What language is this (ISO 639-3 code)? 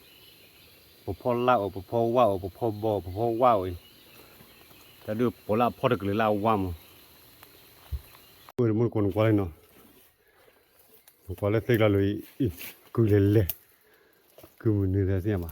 ksw